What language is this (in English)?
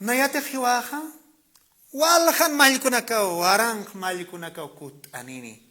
Aymara